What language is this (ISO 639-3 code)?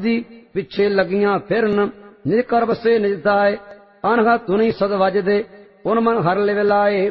pan